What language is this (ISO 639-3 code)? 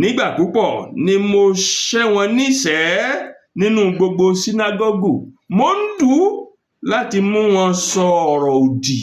yor